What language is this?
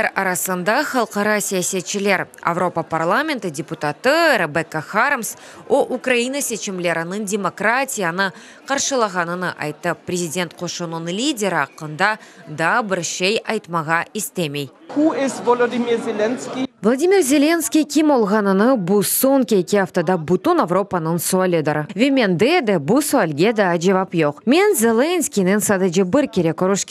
Crimean Tatar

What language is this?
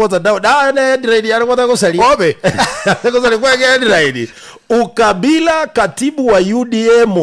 Gusii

